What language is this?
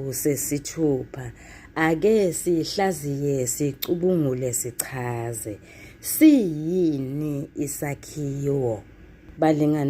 Zulu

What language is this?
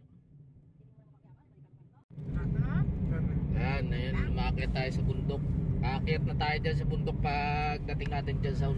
Filipino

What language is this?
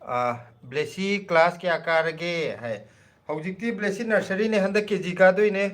Manipuri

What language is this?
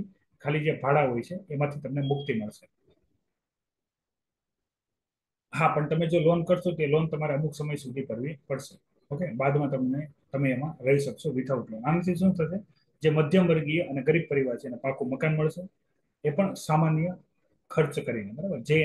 Gujarati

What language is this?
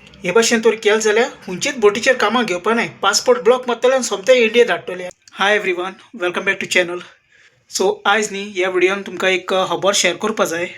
Konkani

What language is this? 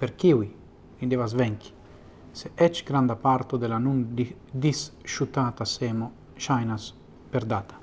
Esperanto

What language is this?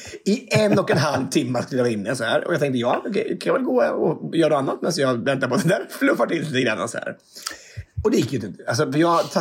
Swedish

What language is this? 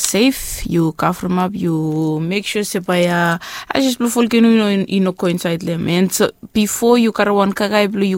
Bislama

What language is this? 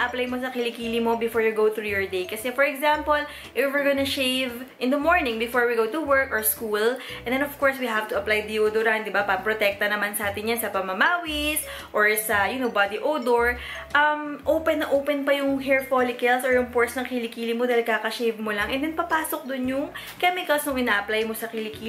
Filipino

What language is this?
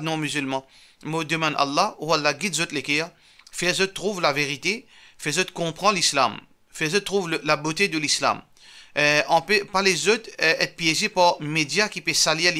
Morisyen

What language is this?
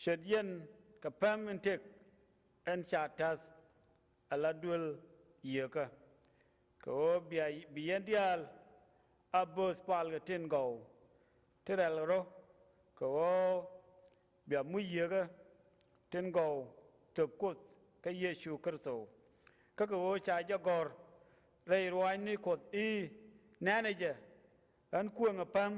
Nuer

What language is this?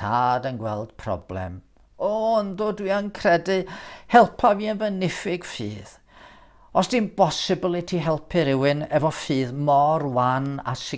Welsh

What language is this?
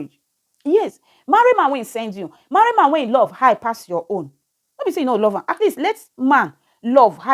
Nigerian Pidgin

